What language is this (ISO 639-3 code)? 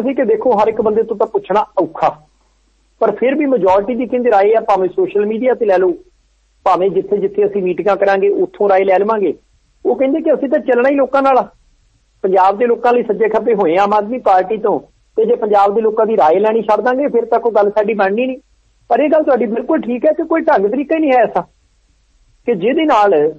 pan